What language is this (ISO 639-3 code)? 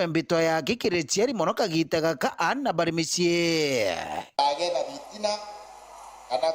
mer